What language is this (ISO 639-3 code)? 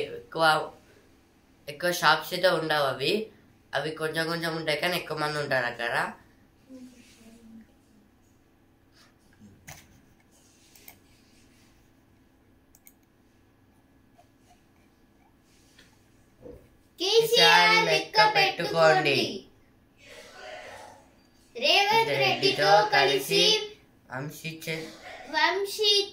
tel